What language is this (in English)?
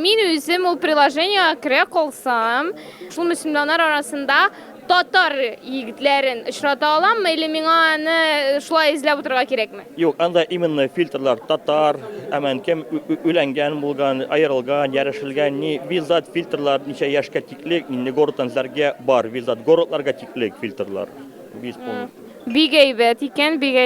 Tatar